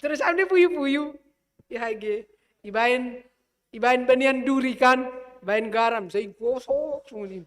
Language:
Batak Simalungun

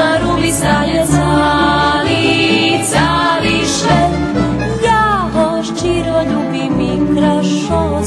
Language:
Rusyn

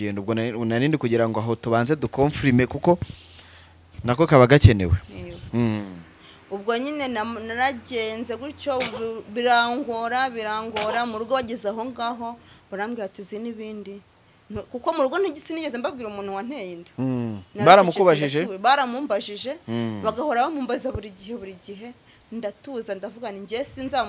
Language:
Kinyarwanda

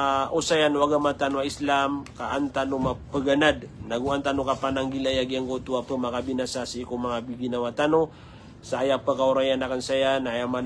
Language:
Maranao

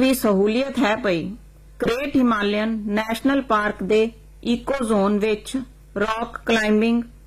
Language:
Punjabi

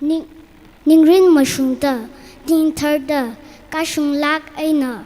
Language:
Tangkhul Naga (India)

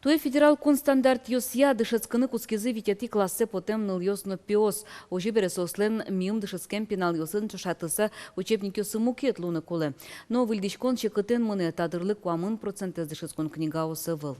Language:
Udmurt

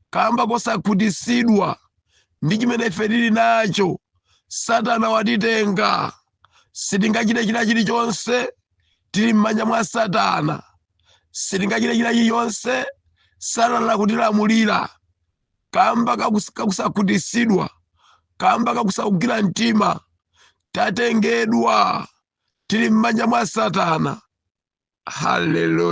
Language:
Nyanja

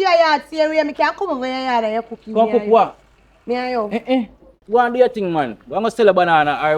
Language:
Jamaican Creole English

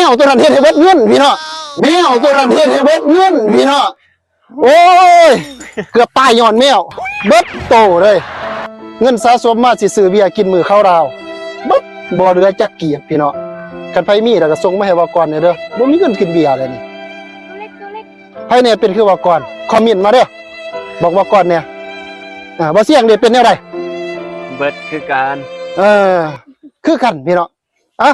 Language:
Lao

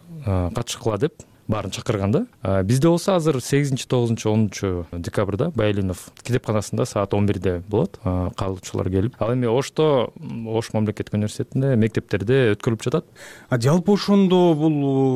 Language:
Kyrgyz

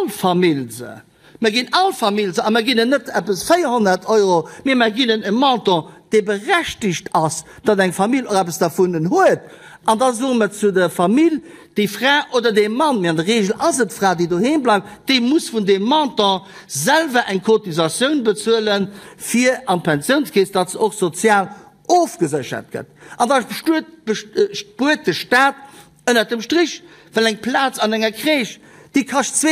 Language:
Luxembourgish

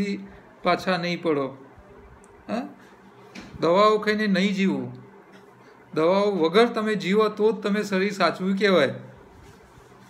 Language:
Gujarati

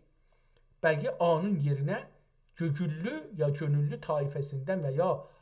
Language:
South Azerbaijani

